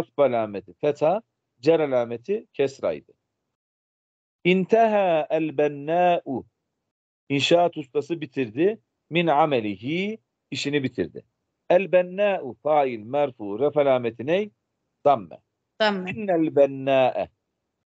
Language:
Turkish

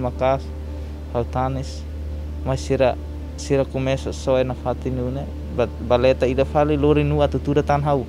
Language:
Tetum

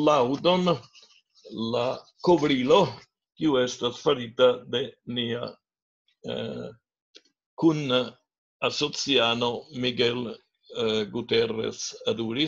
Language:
Esperanto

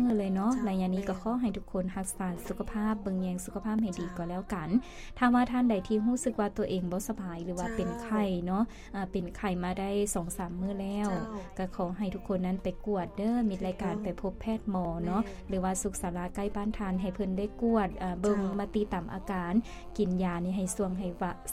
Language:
Lao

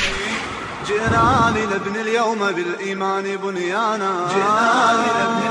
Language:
Bosnian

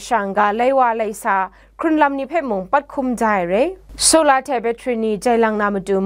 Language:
Kachin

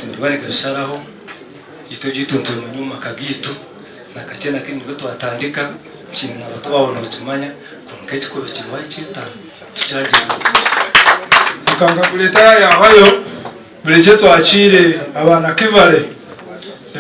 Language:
Nyankole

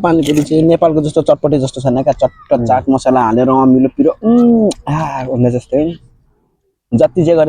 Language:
Nepali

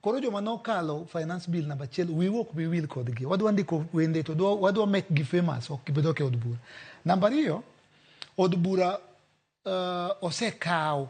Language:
Luo (Kenya and Tanzania)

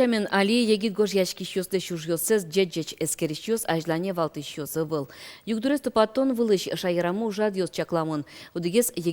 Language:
Udmurt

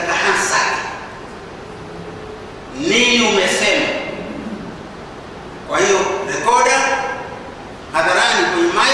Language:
Swahili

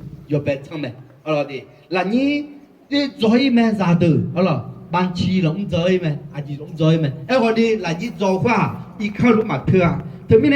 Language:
Akha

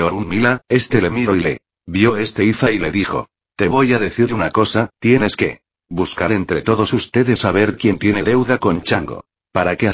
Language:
Spanish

